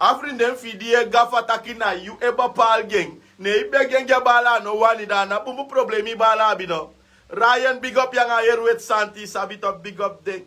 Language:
Sranan Tongo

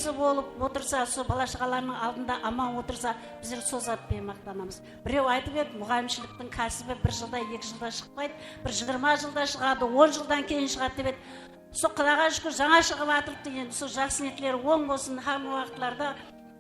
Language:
Kara-Kalpak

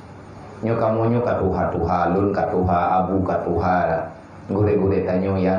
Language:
Achinese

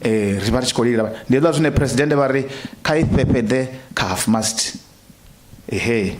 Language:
Venda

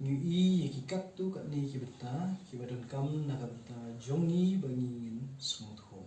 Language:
Khasi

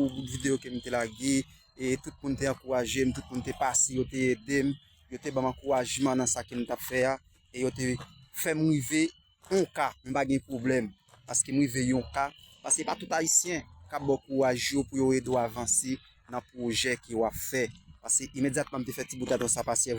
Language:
Haitian Creole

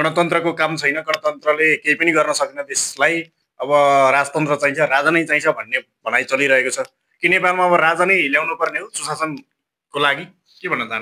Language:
Nepali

